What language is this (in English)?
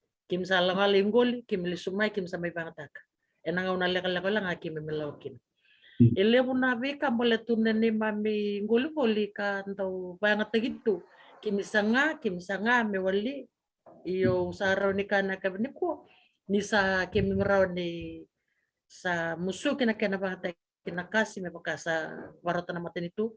Fijian